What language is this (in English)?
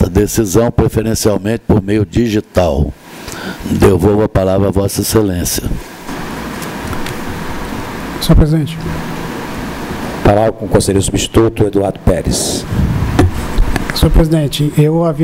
Portuguese